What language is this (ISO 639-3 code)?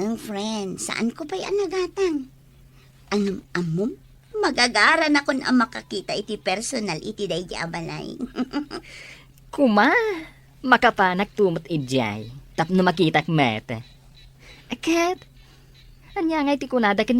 ilo